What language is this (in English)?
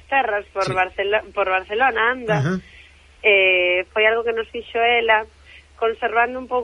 Galician